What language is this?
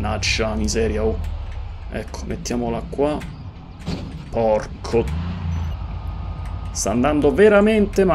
Italian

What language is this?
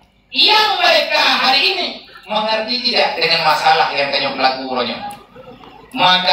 Achinese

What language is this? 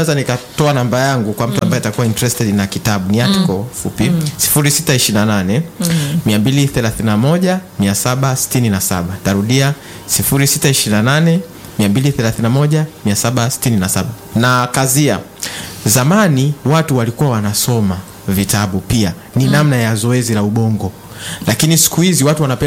Swahili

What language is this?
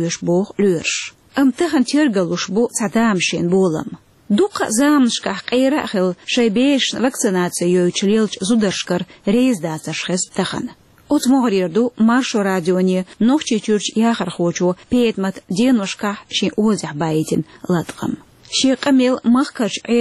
Chechen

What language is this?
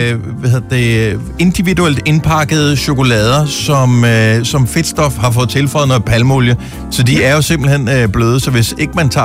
Danish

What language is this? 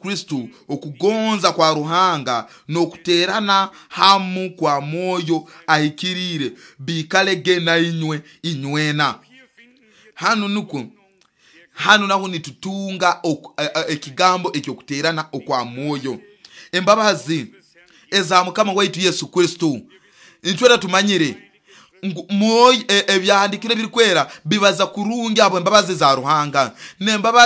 Nyoro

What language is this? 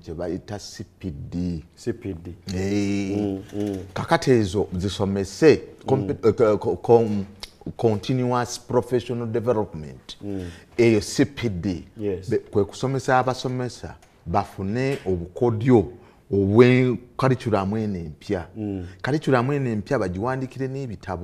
Ganda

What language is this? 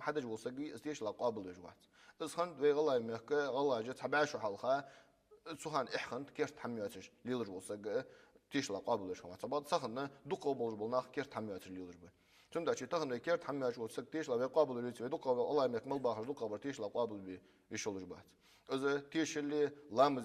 Ingush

